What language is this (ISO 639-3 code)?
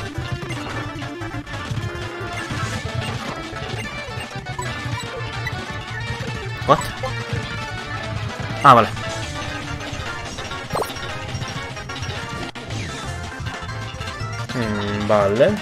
spa